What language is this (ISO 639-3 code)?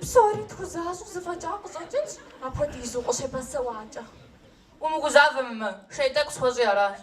kbd